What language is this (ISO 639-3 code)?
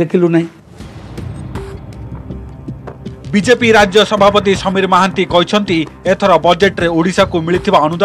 ori